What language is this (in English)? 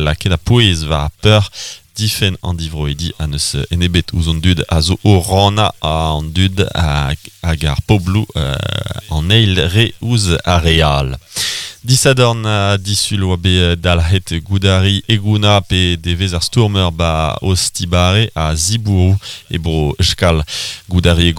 Breton